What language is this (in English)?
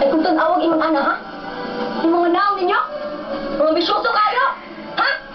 Cebuano